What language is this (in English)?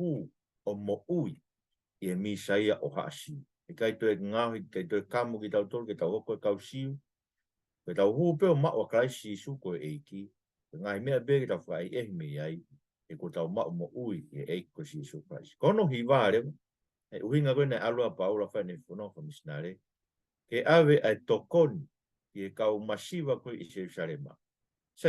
Tongan